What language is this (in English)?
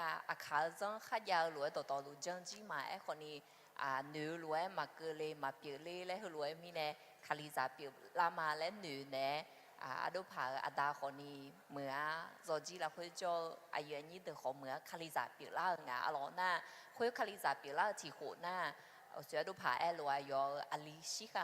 Akha